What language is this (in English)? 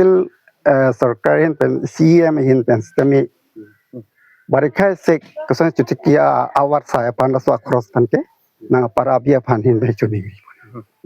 Karbi